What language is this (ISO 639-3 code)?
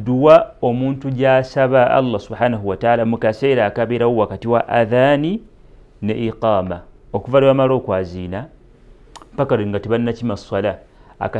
lug